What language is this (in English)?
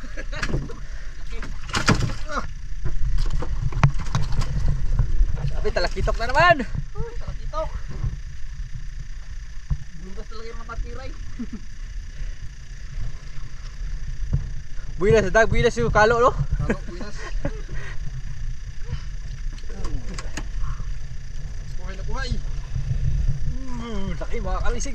Filipino